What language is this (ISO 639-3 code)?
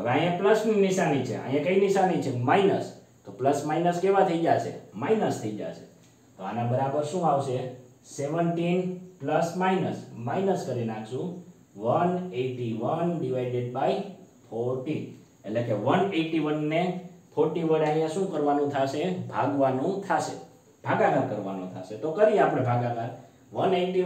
guj